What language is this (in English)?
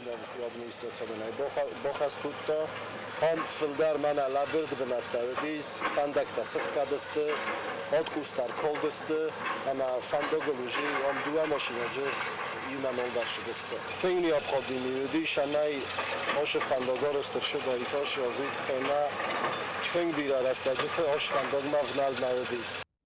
Ossetic